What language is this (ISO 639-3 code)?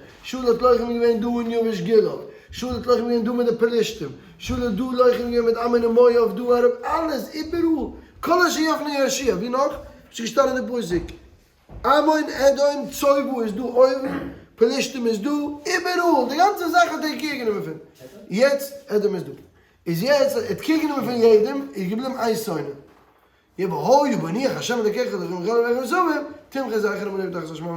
yid